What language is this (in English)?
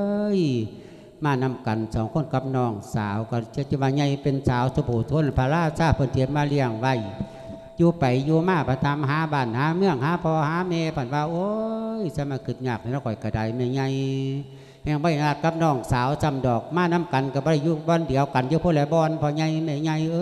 Lao